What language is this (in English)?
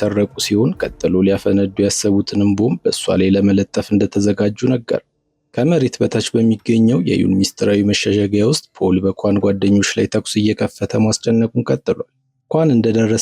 Amharic